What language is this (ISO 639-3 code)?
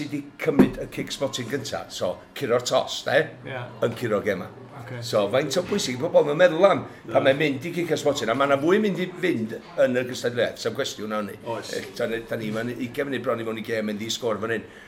cym